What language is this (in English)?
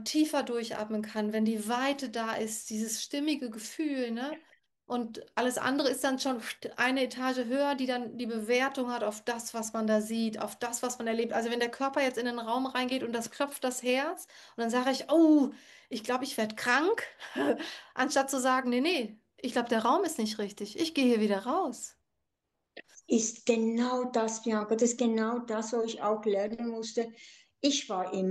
German